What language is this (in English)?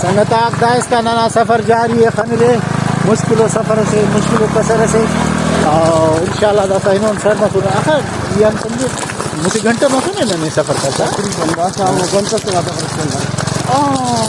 Brahui